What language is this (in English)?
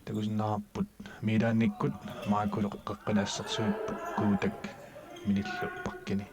Kalaallisut